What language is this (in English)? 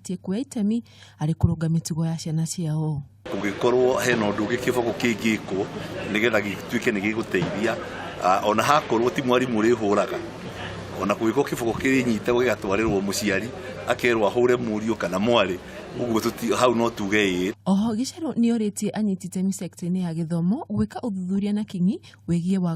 Kikuyu